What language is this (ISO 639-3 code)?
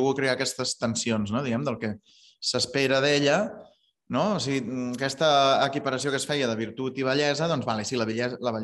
cat